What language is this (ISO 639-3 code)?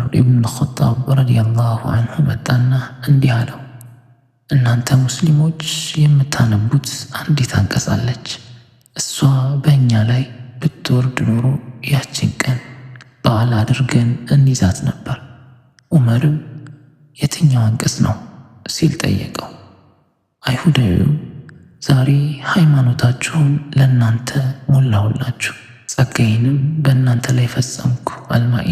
amh